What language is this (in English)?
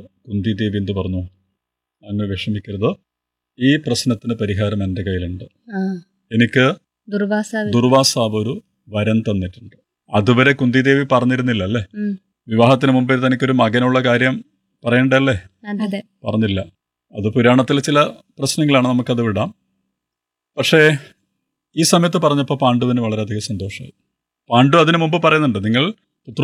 Malayalam